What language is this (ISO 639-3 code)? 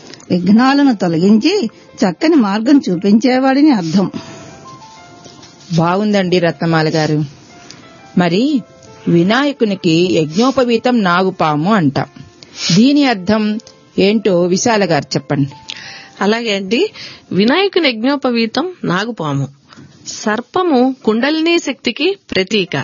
tel